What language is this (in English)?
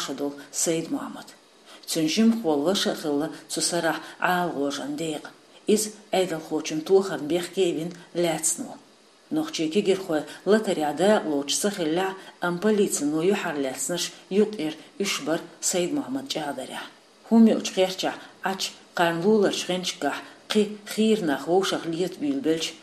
Chechen